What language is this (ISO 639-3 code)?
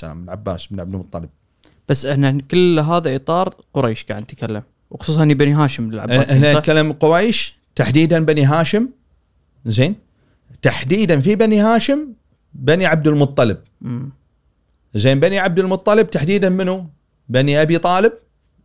afb